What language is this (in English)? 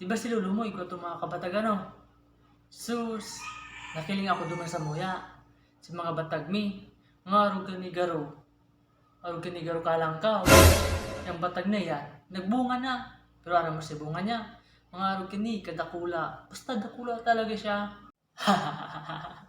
Bikol